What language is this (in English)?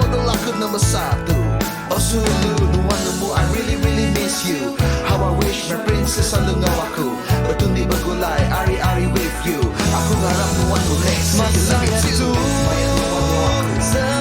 Iban